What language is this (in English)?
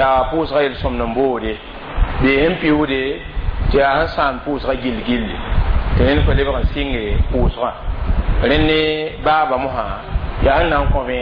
Mossi